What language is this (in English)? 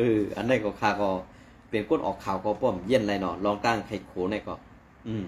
Shan